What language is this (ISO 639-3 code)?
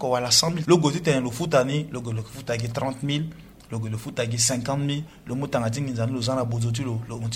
sag